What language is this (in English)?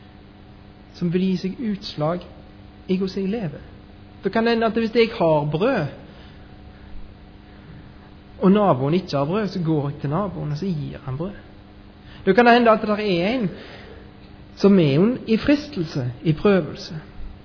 Norwegian